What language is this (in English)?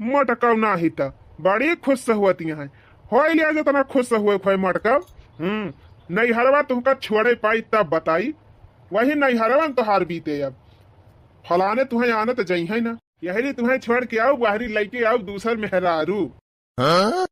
Awadhi